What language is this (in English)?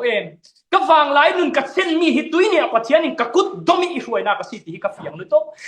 Falam Chin